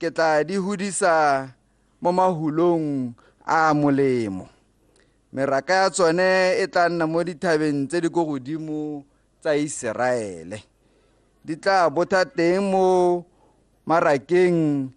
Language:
Tswana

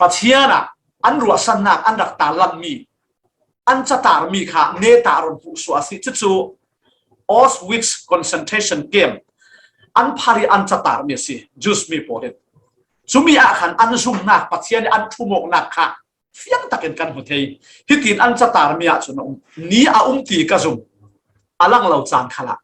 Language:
Falam Chin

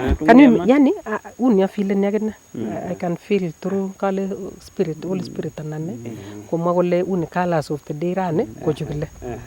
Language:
Nandi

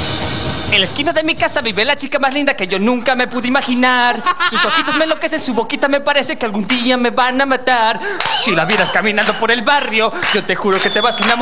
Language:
Spanish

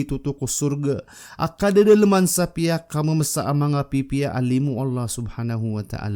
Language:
Maranao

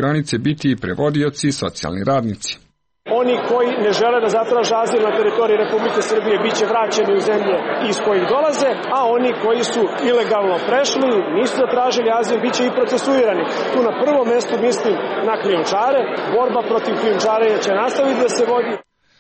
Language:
Serbian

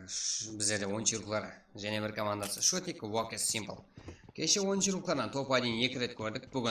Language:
Kara-Kalpak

